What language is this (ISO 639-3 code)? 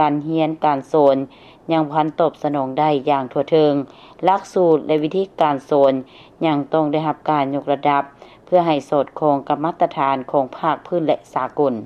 lao